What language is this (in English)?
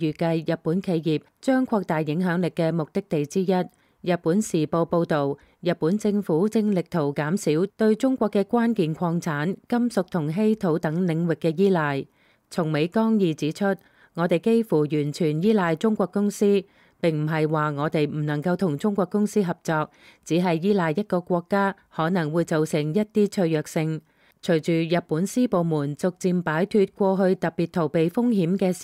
Cantonese